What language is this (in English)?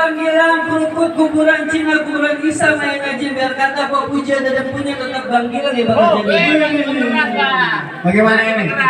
Betawi